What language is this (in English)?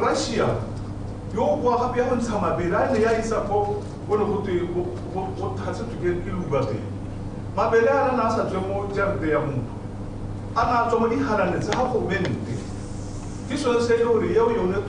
Tswana